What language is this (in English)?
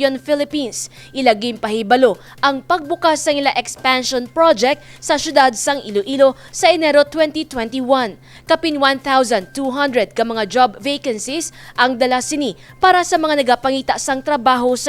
Hiligaynon